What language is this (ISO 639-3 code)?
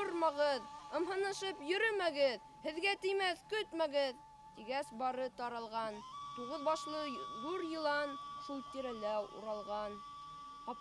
bak